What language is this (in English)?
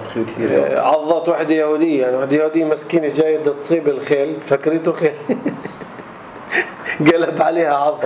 North Levantine Arabic